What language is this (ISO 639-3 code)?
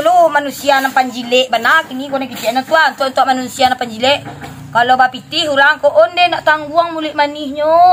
min